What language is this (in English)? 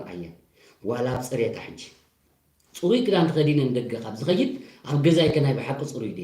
Tigrinya